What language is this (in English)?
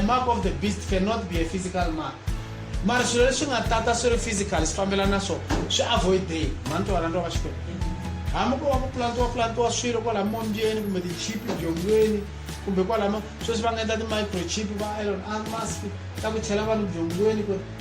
Tsonga